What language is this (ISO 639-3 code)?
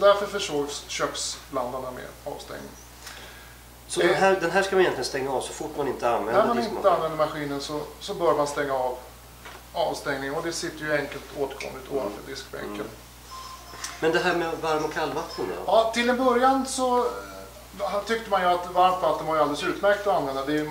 swe